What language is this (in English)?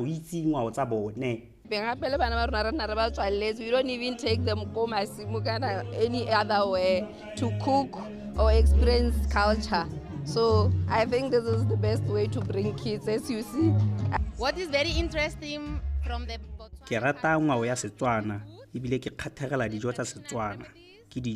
Tswana